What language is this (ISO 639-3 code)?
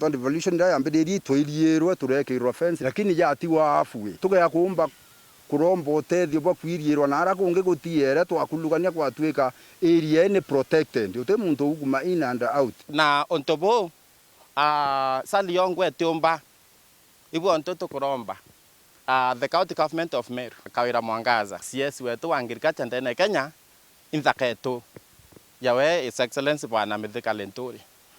mer